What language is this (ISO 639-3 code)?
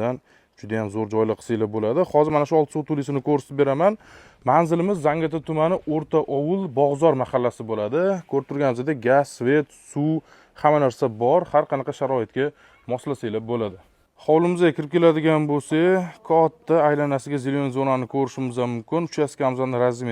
uzb